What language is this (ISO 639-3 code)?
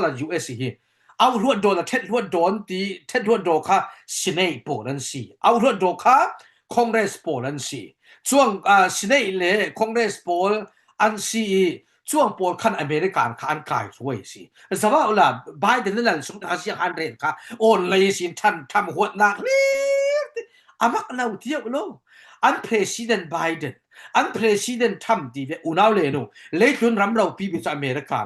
cfm